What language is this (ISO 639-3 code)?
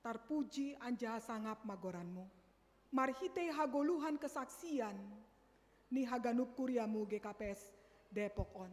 bts